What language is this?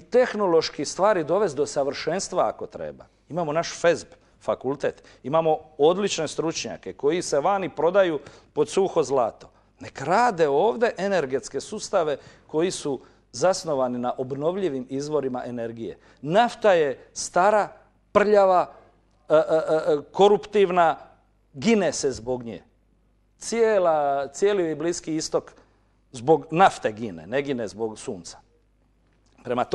Croatian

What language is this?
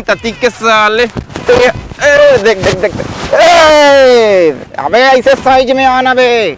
Chhattisgarhi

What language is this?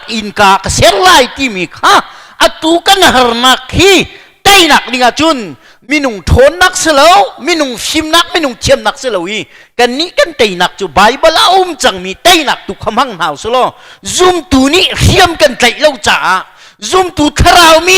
Hakha Chin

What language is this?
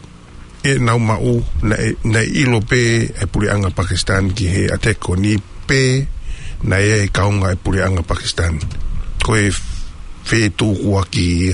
Tongan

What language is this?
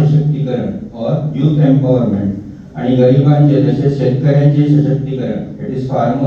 Konkani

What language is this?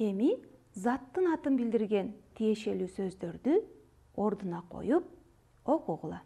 Kyrgyz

